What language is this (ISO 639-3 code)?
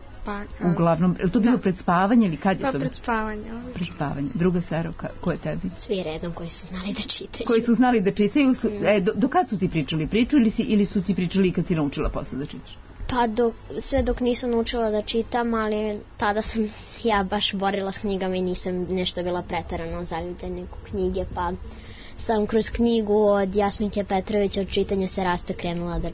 srp